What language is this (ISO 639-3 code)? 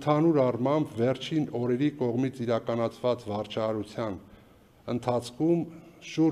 hye